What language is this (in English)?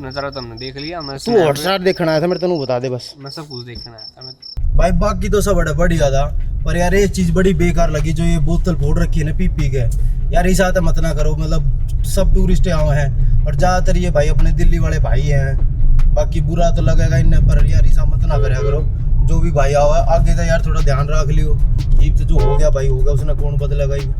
Haryanvi